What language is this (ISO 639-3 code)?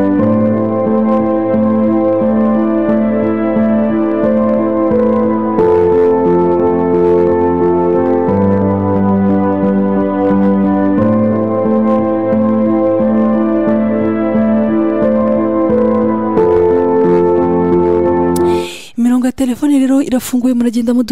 kin